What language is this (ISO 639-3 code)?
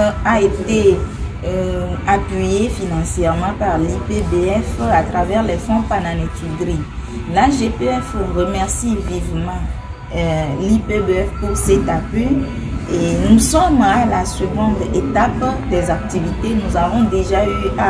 fra